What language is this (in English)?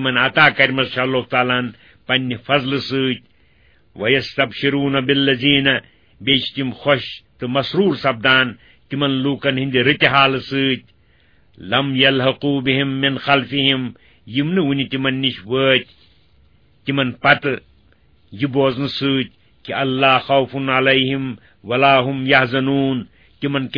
Kashmiri